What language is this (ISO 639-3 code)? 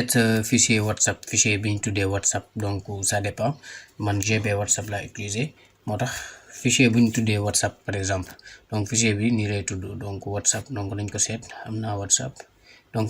wol